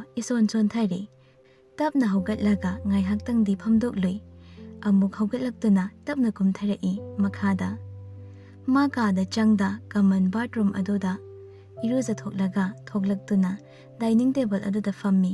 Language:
Manipuri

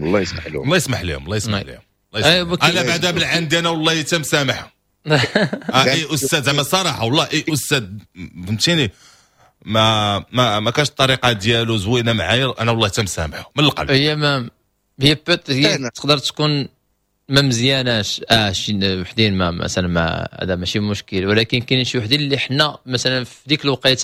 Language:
Moroccan Arabic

